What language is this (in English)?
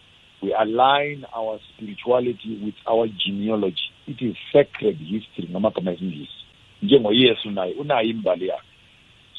South Ndebele